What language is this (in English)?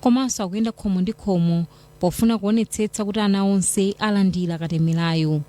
Nyanja